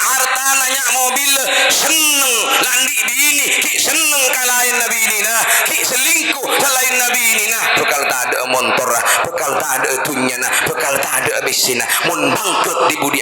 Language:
Madurese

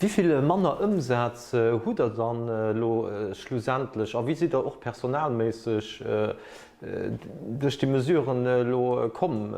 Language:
Luxembourgish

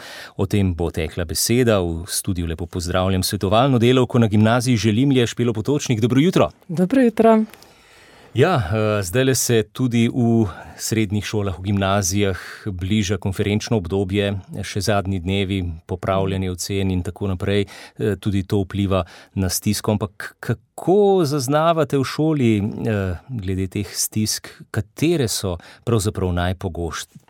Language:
Slovenian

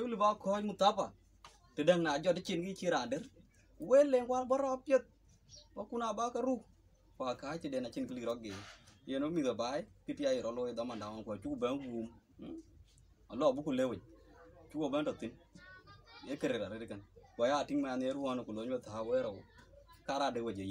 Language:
Dinka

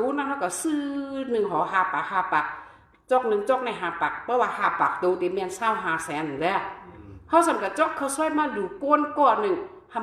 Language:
Shan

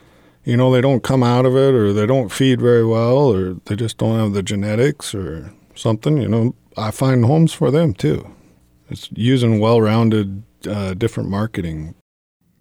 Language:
English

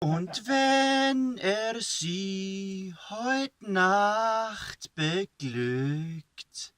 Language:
Bavarian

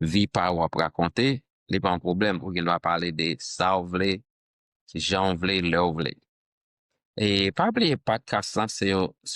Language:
Haitian Creole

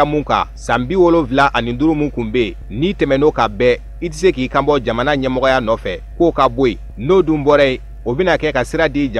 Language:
Bambara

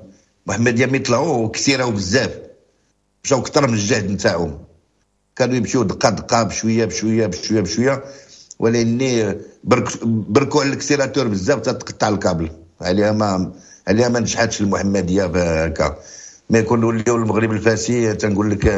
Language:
Moroccan Arabic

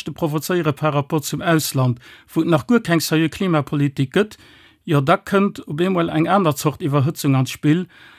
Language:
Luxembourgish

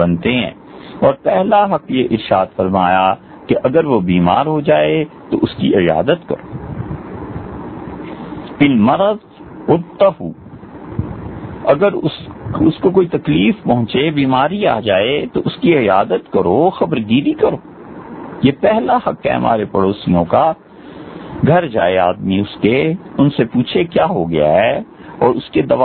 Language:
Urdu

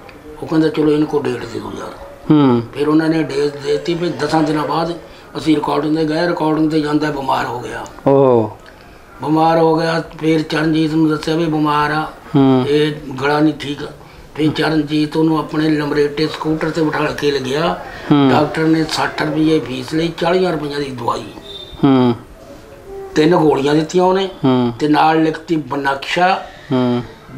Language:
Punjabi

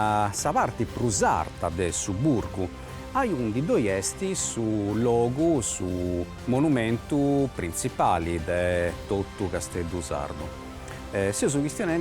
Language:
Sardinian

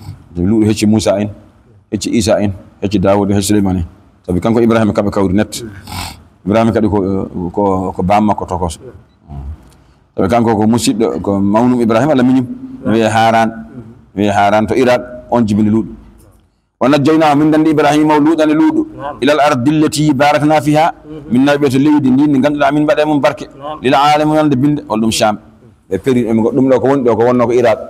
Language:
Fula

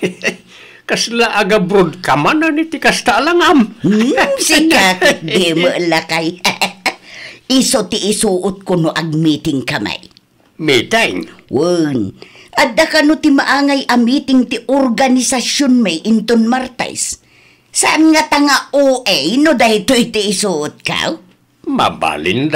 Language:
Iloko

